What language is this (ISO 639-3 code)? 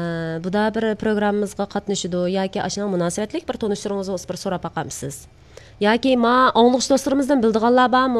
uig